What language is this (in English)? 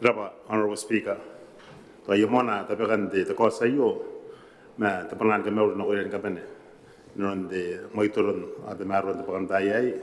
Gilbertese